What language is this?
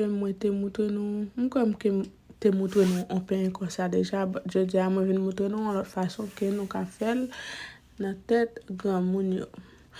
Haitian Creole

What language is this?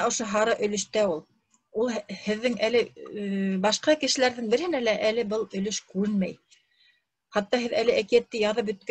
Bashkir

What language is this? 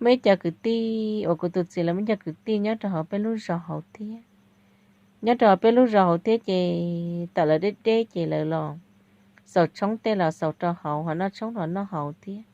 Hmong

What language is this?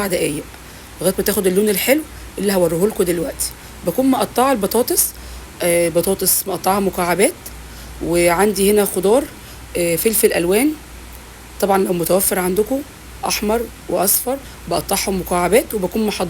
Egyptian Arabic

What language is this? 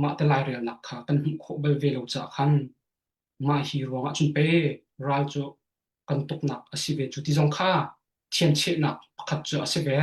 Hakha Chin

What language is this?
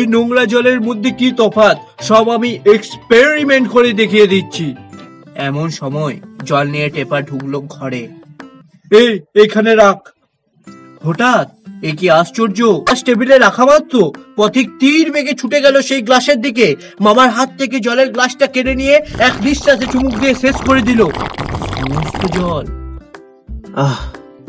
Bangla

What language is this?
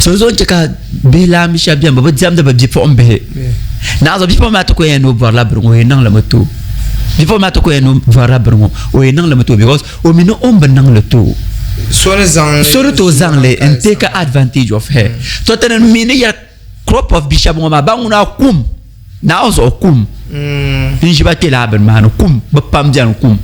Dagbani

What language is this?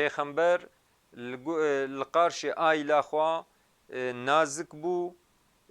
Kurdish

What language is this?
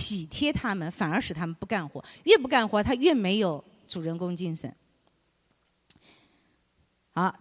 Chinese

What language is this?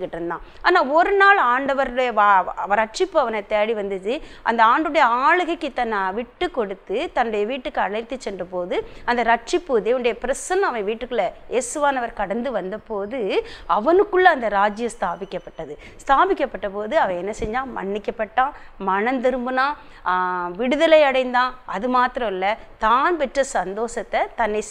Tamil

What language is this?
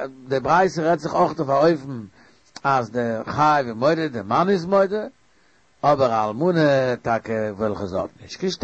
Yiddish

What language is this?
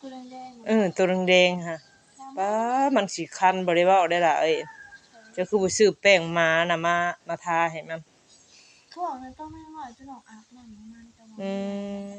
Northeastern Thai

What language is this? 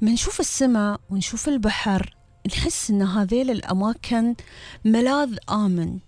Gulf Arabic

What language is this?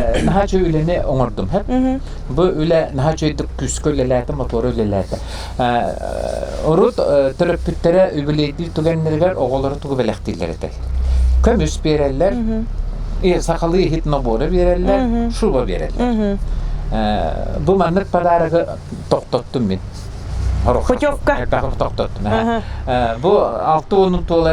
Yakut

